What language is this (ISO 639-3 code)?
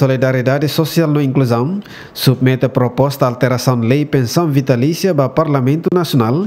tet